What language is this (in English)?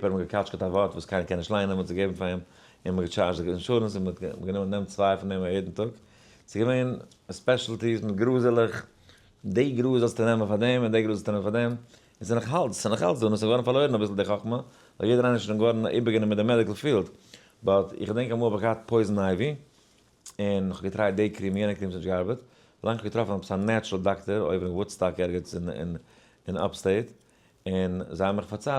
Yiddish